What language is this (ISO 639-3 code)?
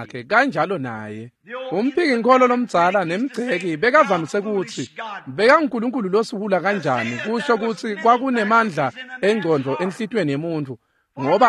ssw